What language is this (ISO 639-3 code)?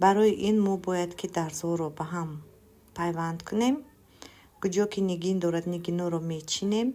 tgk